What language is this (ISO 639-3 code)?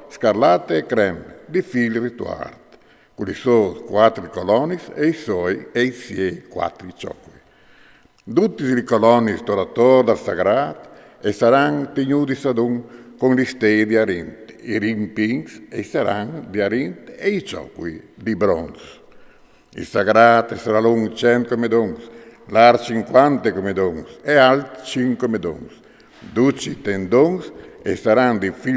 fur